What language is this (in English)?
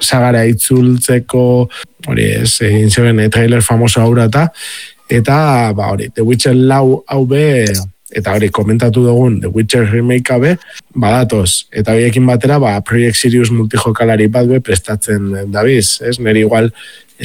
Basque